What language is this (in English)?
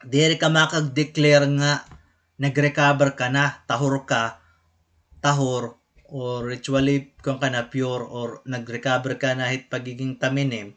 Waray